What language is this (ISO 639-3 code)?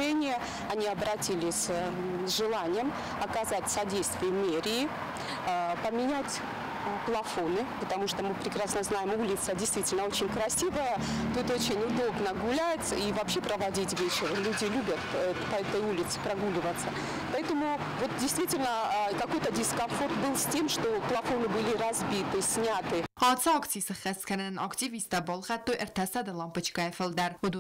oss